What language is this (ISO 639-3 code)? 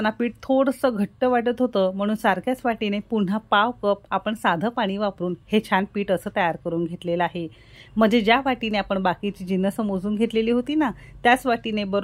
mar